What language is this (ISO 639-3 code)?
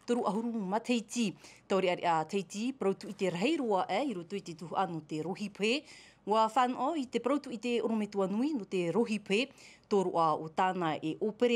tah